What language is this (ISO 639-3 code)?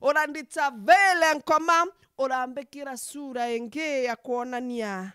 mer